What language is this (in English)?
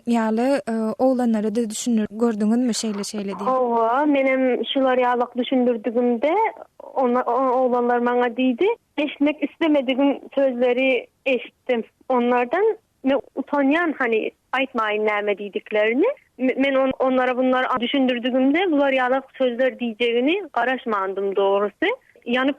Turkmen